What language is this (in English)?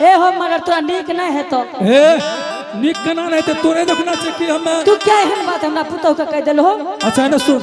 Angika